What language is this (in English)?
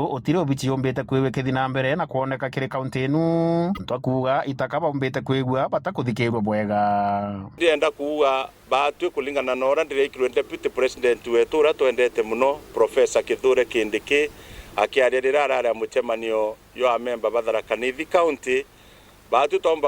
Meru